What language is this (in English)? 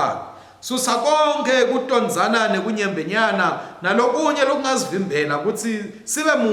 Swati